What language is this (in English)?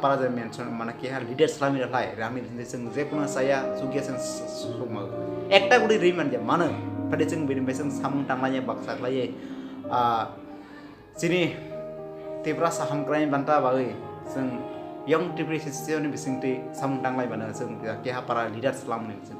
Kok Borok